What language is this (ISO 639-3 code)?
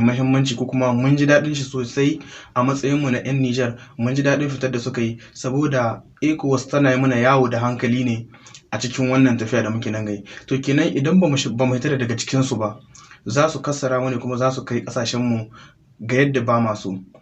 hau